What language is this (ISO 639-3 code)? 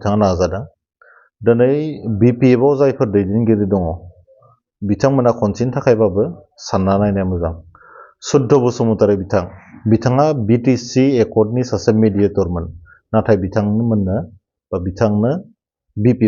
brx